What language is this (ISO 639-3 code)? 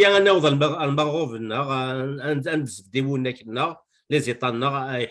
kab